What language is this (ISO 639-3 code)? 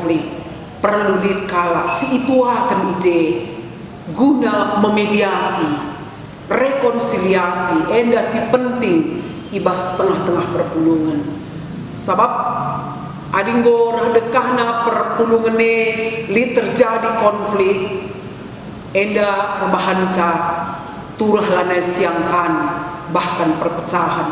btx